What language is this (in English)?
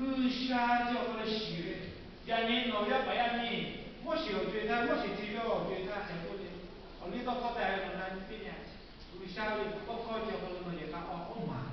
Lahu